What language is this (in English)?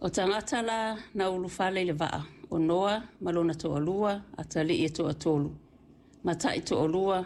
Samoan